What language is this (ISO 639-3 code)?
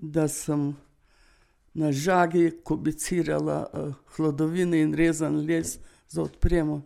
slv